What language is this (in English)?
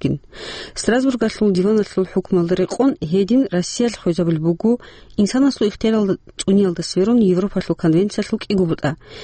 Avaric